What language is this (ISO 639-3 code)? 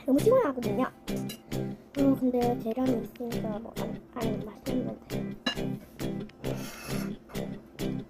kor